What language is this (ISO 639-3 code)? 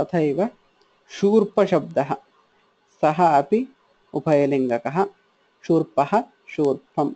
san